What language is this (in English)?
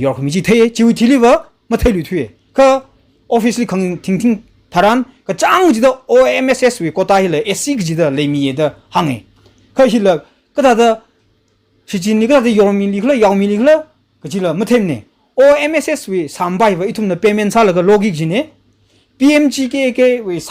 Tangkhul Naga (India)